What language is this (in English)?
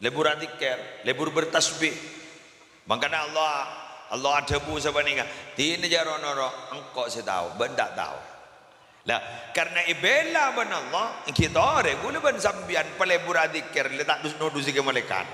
Madurese